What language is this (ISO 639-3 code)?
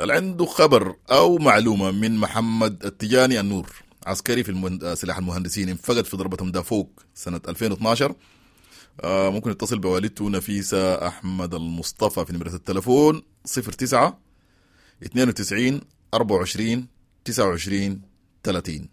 apd